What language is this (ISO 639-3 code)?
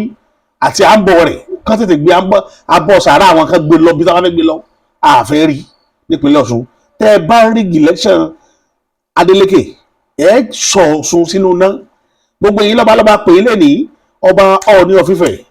yor